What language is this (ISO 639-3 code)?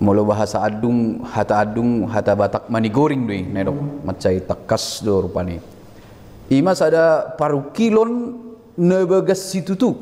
bbc